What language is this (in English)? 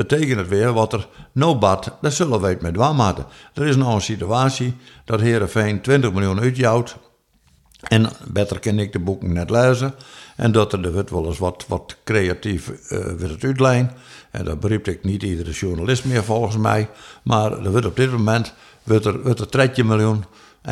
Western Frisian